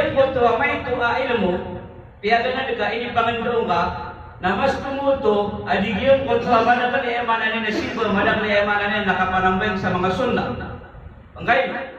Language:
Maranao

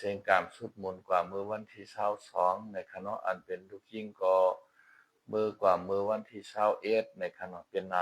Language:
Shan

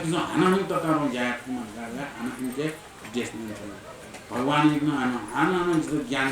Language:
Newari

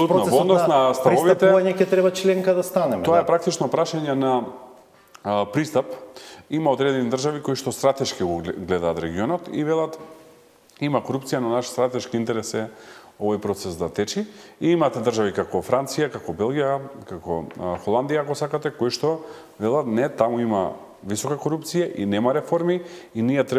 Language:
Macedonian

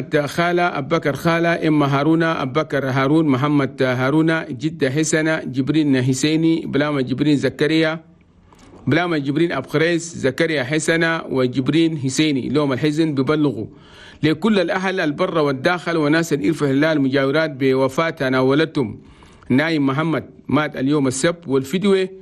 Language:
Chadian Arabic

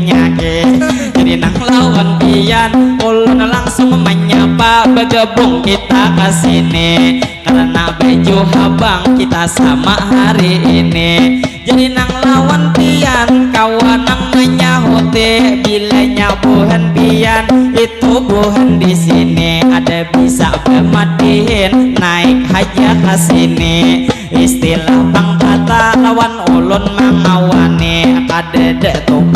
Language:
Banjar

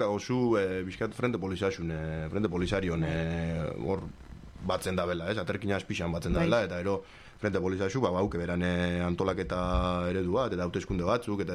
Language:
Basque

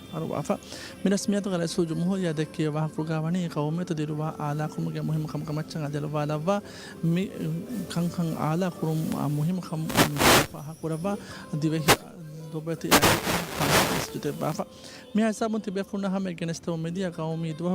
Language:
Divehi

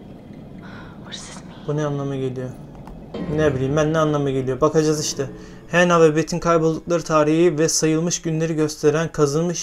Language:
Turkish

